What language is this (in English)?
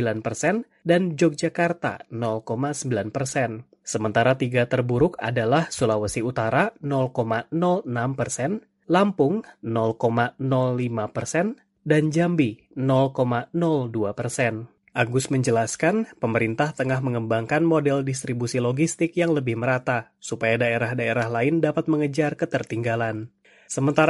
Indonesian